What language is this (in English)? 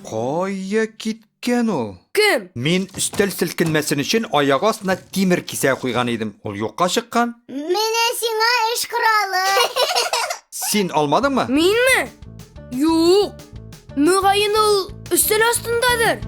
Tatar